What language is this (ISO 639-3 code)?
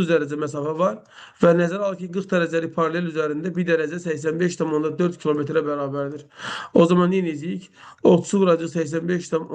aze